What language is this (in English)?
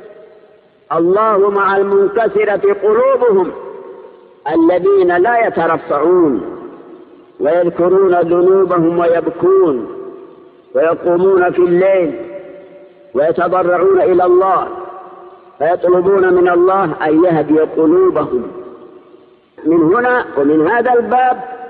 Arabic